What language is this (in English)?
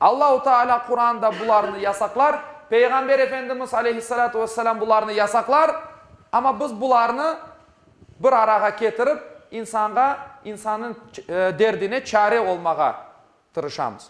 Crimean Tatar